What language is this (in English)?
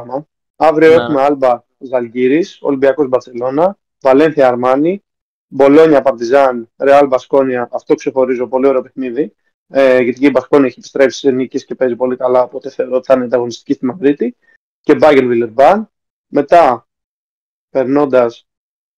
Greek